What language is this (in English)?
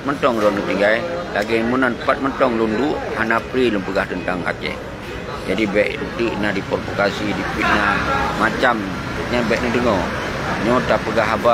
Achinese